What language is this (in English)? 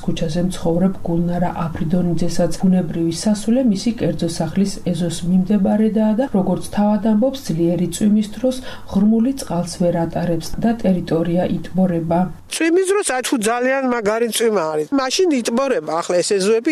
Georgian